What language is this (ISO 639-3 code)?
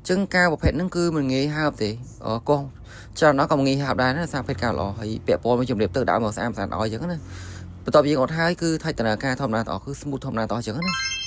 khm